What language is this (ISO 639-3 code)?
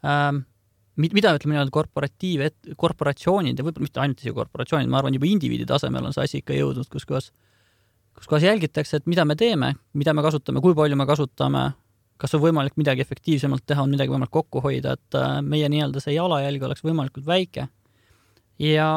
est